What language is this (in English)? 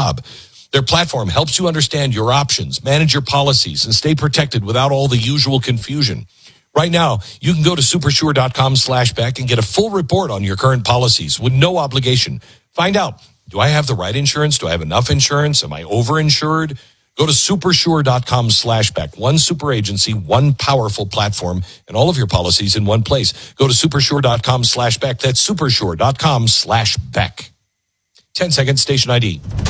English